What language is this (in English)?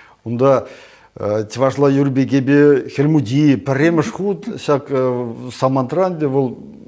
Chuvash